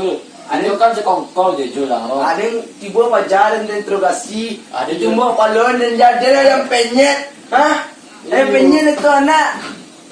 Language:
Minangkabau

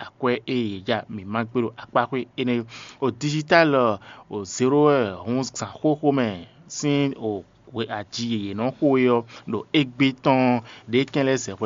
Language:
Fon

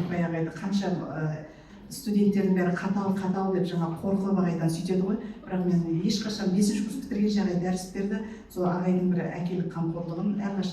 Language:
Kazakh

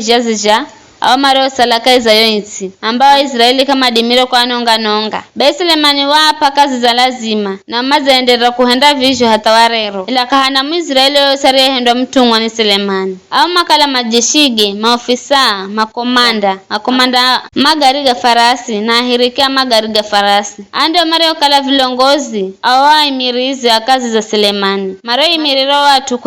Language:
Giryama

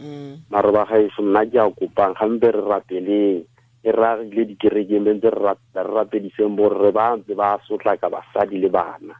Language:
Tswana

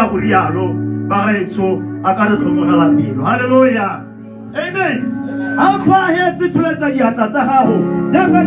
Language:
Tswana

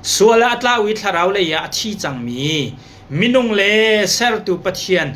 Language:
Hakha Chin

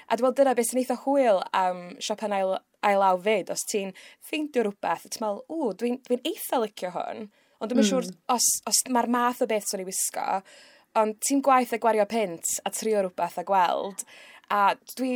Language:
Welsh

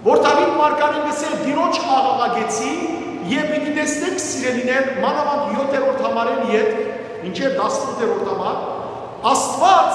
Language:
Western Armenian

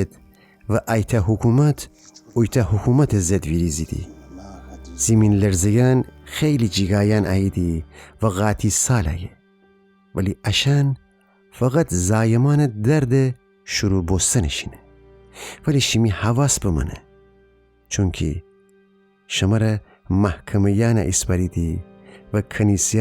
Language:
Gilaki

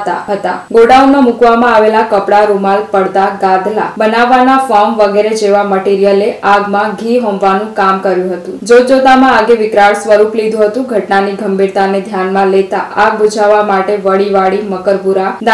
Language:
Gujarati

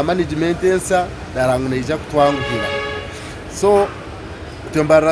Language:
Nyankole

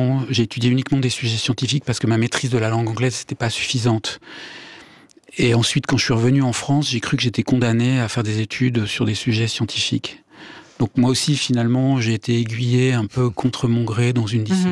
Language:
French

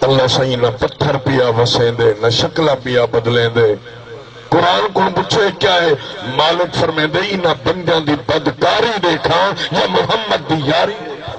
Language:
Saraiki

